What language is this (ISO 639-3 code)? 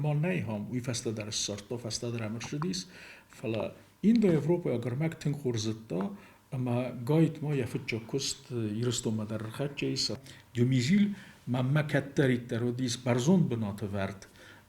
oss